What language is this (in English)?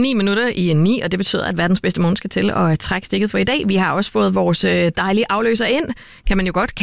Danish